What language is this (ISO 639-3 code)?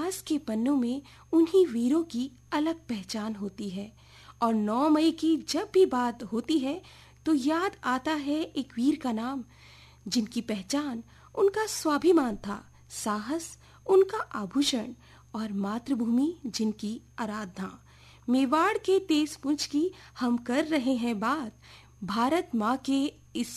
hin